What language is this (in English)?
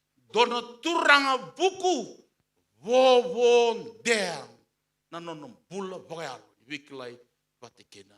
Fijian